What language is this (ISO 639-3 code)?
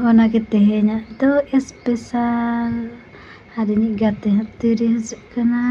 sat